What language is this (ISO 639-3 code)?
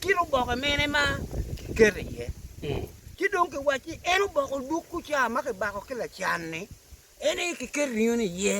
ach